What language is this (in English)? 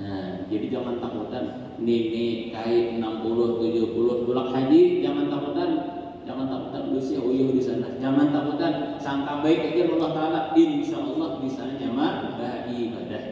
Banjar